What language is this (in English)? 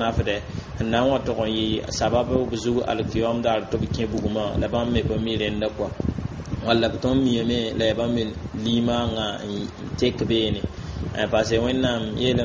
Mossi